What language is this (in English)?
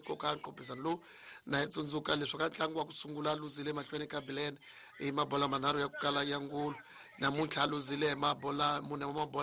Tsonga